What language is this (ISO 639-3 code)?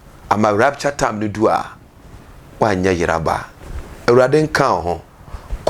aka